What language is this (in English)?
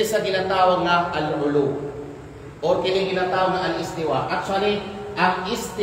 Kalagan